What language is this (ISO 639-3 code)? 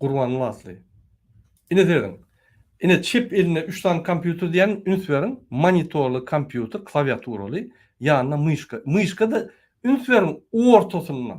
tuk